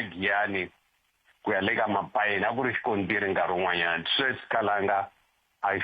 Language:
Tsonga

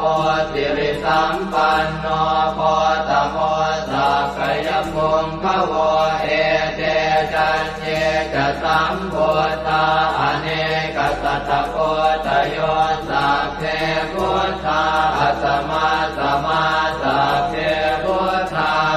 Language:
Pali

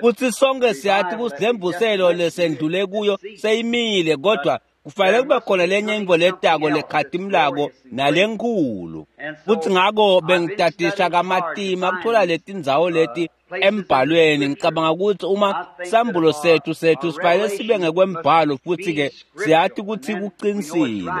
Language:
Swati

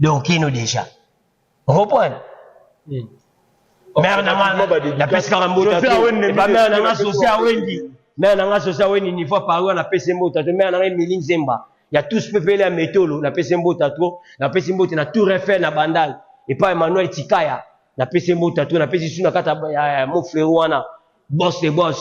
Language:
Lingala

